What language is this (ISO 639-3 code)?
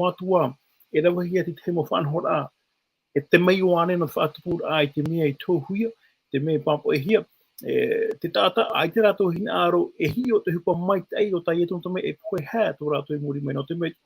tah